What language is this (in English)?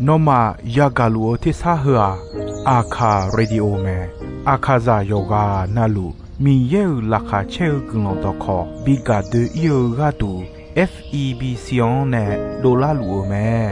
Akha